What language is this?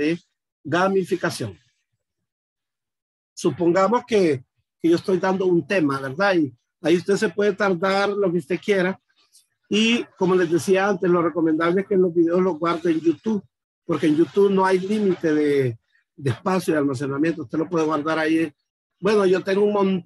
Spanish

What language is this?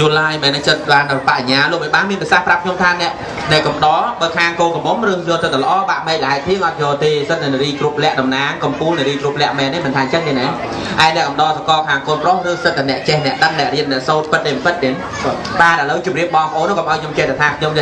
Khmer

